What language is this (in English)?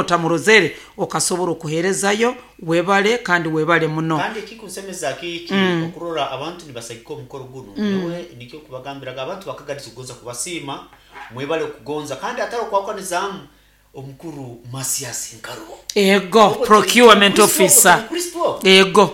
Nyoro